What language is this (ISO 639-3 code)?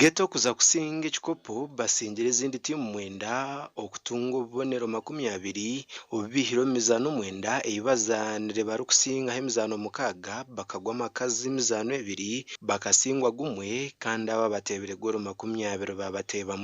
nyn